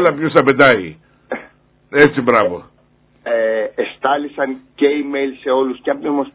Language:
Greek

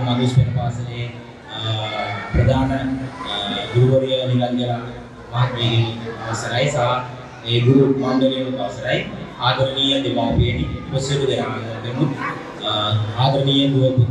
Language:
Sinhala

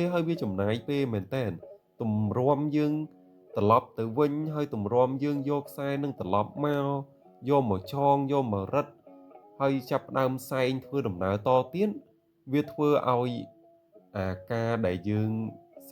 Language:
Khmer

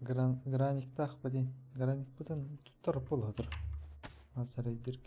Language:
Yakut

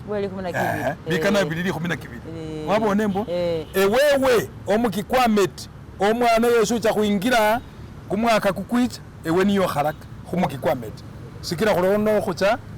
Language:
Masaaba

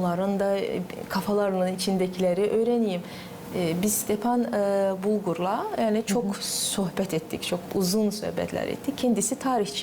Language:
Gagauz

